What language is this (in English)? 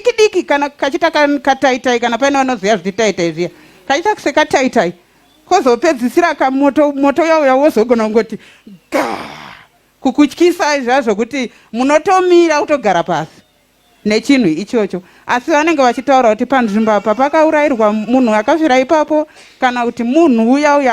Shona